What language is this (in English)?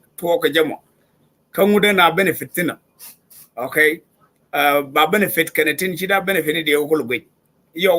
Nuer